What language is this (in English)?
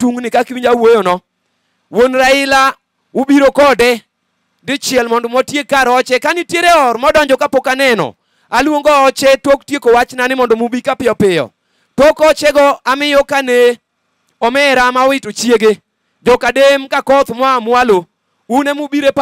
Luo (Kenya and Tanzania)